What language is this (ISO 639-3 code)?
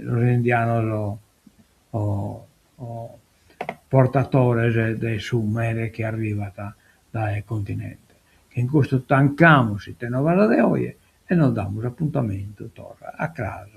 srd